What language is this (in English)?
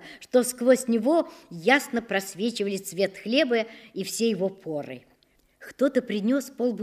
Russian